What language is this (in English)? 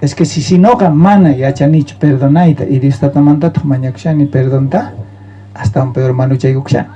South Bolivian Quechua